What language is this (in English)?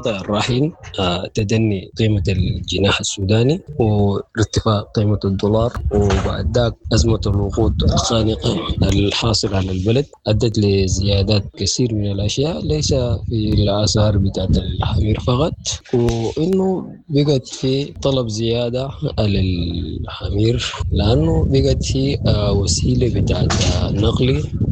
Sudanese Arabic